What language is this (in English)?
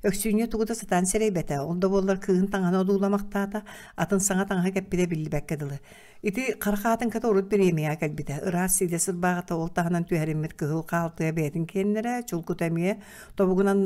Yakut